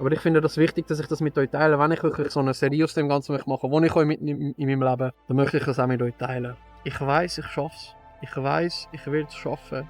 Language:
Swiss German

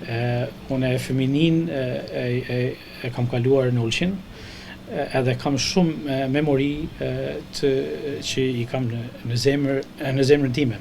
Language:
Albanian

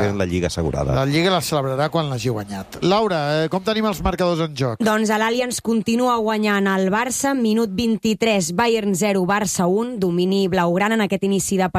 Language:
Catalan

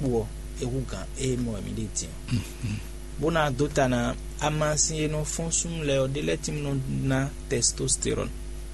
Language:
Fon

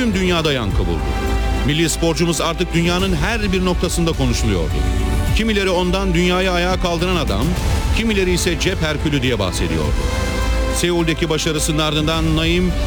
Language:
Turkish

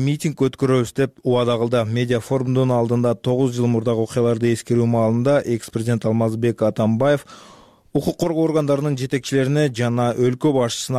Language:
Kyrgyz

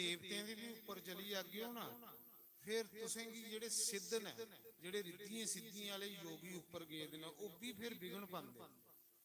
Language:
Dogri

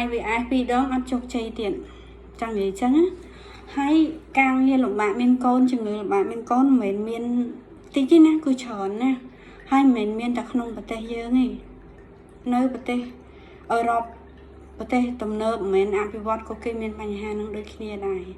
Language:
Khmer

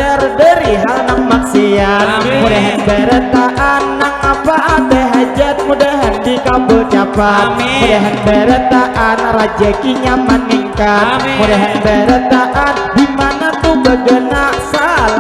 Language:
Banjar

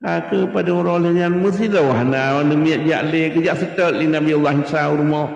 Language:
Achinese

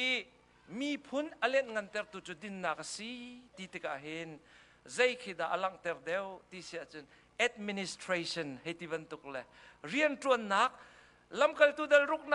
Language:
Hakha Chin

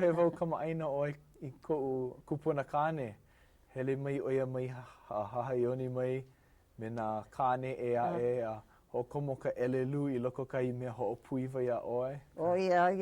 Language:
Hawaiian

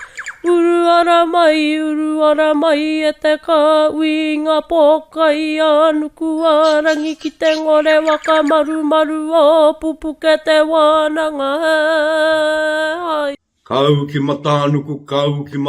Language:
Māori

